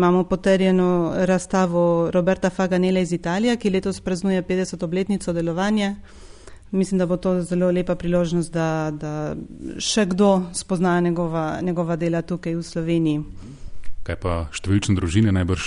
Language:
Slovenian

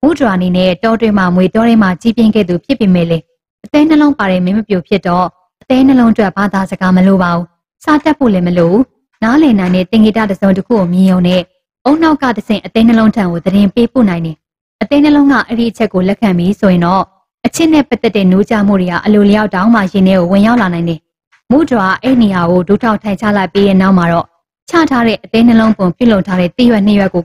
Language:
Burmese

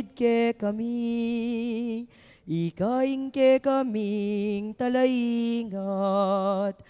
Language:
Pampanga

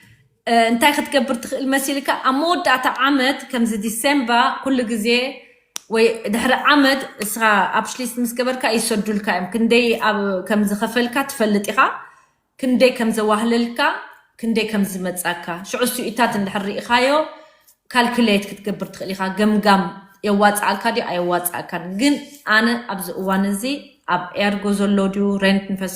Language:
Tigrinya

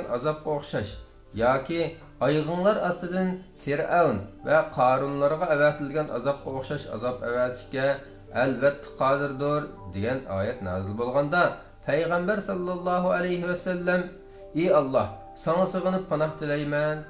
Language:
Uyghur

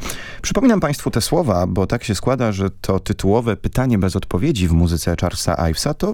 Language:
Polish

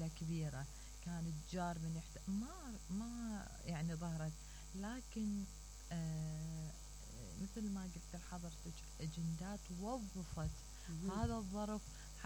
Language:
Mesopotamian Arabic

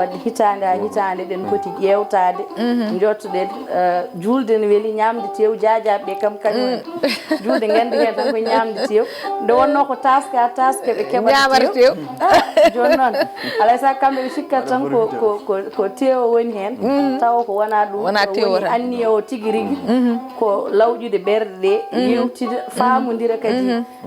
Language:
Fula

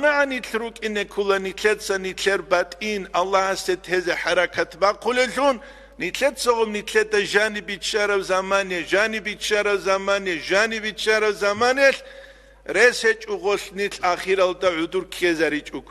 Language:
Avaric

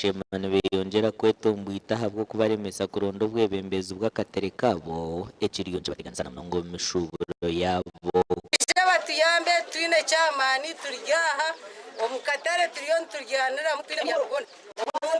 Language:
Nyankole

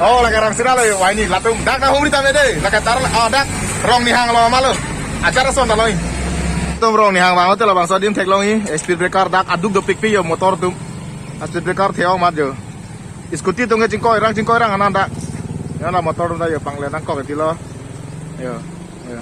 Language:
Karbi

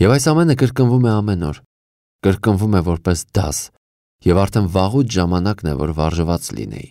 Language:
Armenian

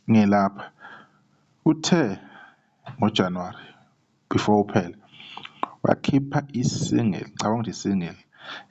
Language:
Zulu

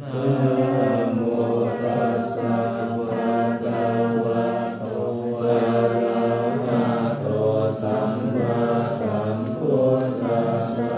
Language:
Pali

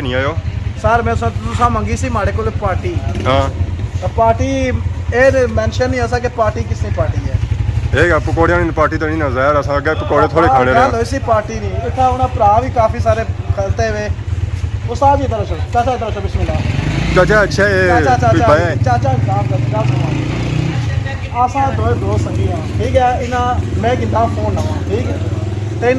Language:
Pahari-Potwari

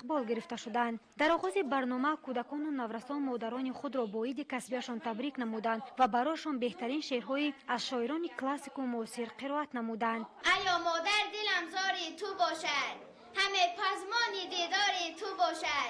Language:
Tajik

